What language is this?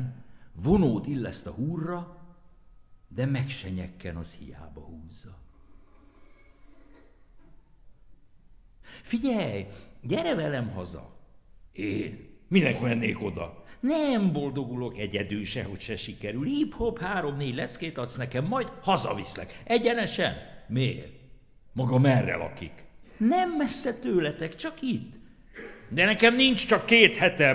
Hungarian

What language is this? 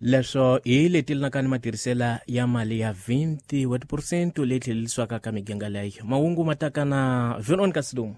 Tsonga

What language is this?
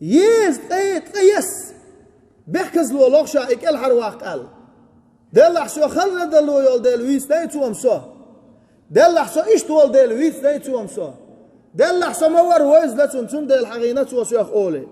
Chechen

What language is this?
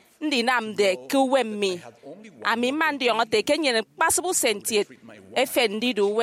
Efik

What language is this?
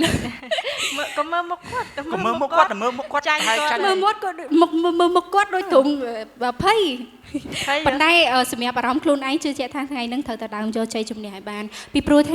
Khmer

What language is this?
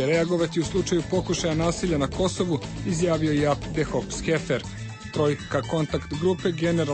Serbian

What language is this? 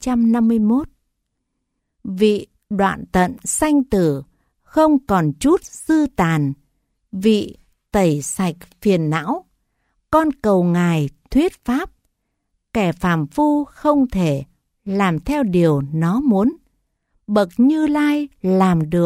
Vietnamese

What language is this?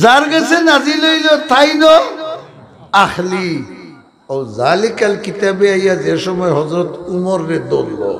Sylheti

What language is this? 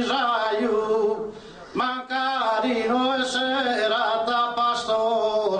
Sardinian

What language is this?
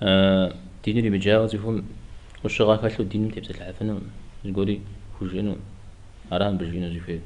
Kabardian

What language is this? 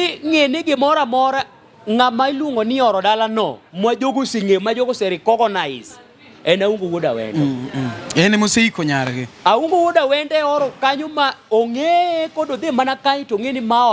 Luo (Kenya and Tanzania)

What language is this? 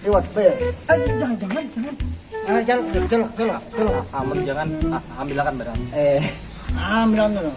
Banjar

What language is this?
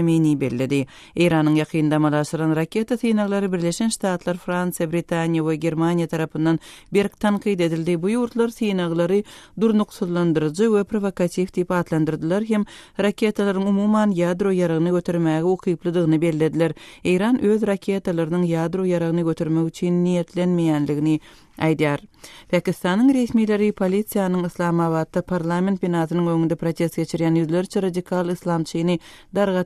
Turkmen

